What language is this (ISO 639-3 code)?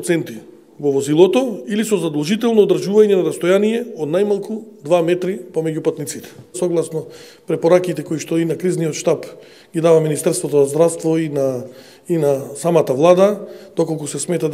mkd